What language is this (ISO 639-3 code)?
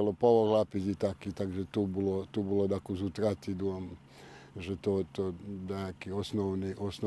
rue